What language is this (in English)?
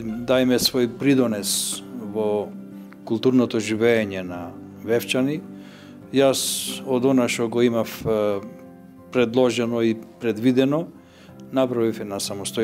Macedonian